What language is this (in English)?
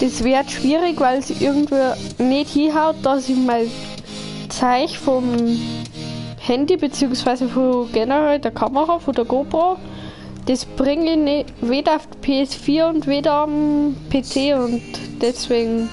Bavarian